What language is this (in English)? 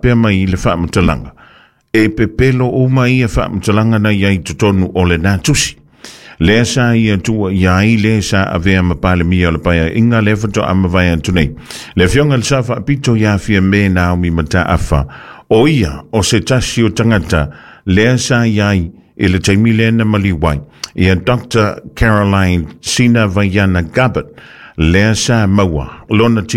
Samoan